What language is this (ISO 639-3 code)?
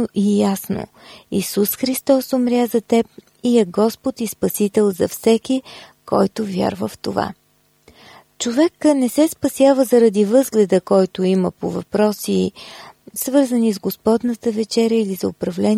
bul